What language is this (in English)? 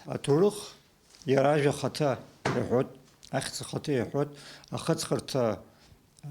Abkhazian